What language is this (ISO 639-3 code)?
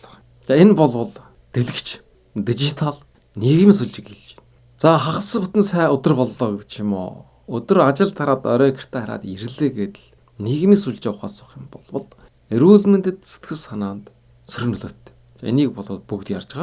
mon